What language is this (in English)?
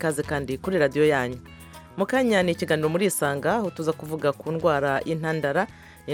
Kinyarwanda